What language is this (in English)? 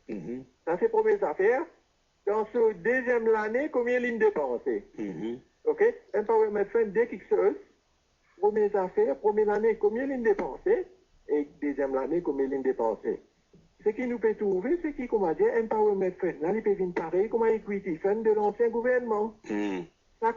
Morisyen